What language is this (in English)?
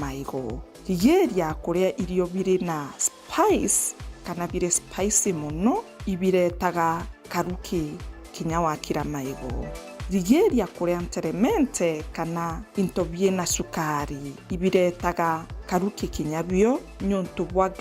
Meru